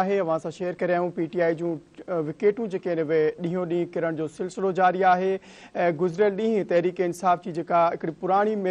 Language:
Sindhi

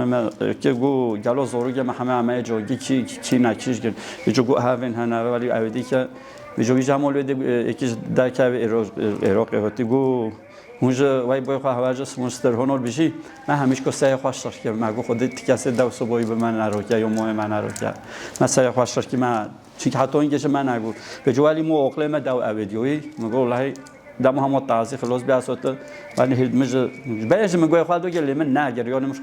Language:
Kurdish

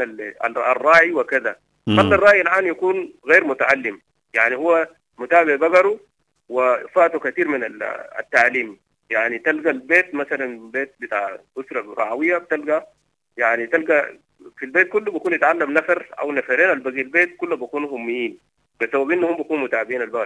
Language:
Sudanese Arabic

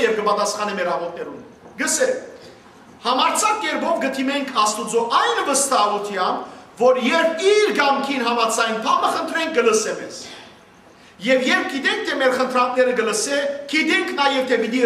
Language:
Western Armenian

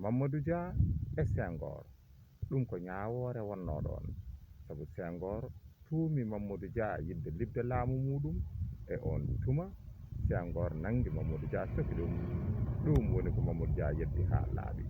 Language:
Fula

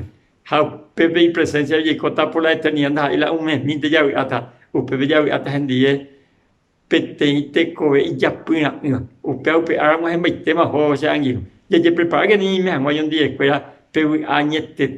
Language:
Guarani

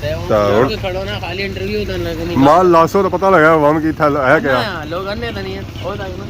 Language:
Pahari-Potwari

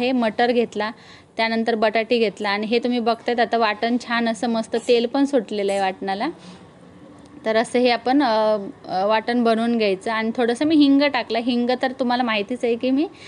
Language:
Marathi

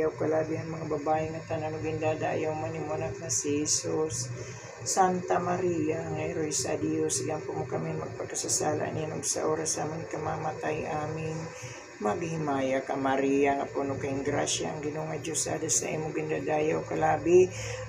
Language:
Waray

